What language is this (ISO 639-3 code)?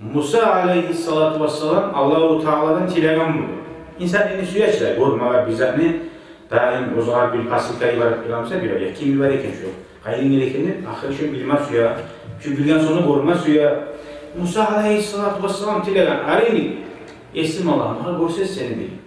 kum